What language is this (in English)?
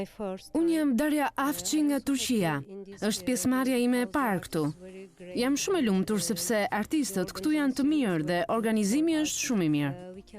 Albanian